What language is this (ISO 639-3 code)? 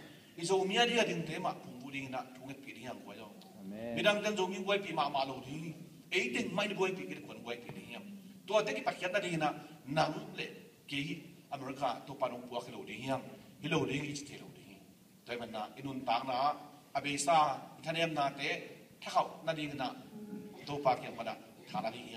ctd